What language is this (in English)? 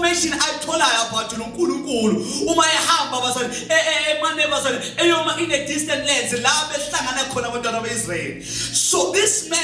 Zulu